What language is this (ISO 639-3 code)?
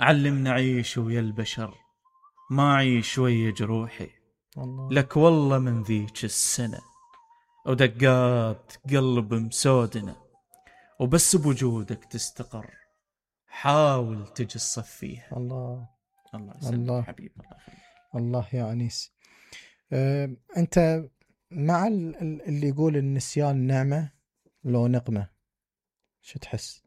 acm